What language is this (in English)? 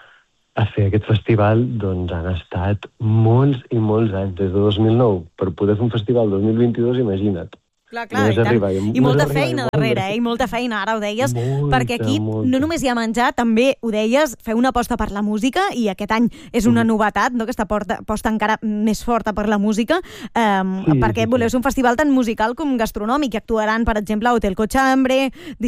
Catalan